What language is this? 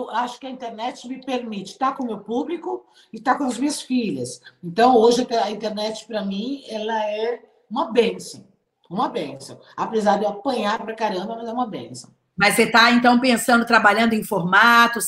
Portuguese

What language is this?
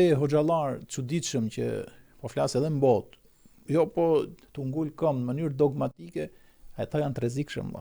Albanian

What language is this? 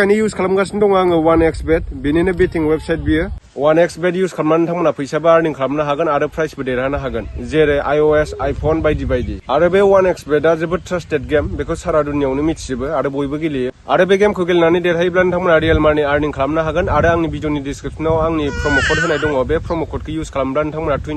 Bodo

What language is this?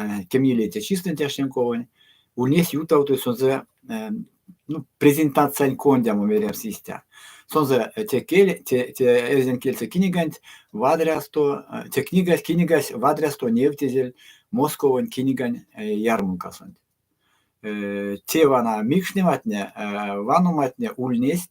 Erzya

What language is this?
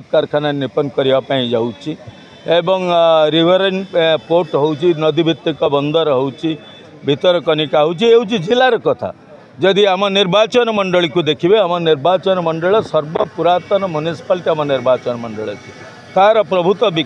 Odia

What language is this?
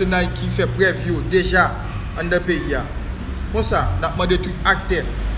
Haitian Creole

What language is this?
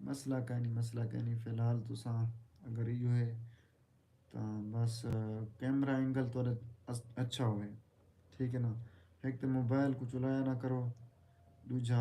Saraiki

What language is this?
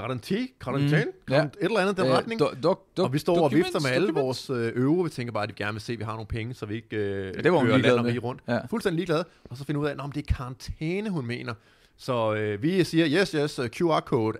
Danish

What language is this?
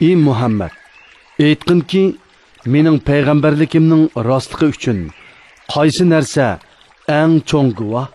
Uyghur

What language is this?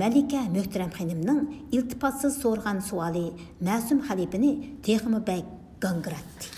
Uyghur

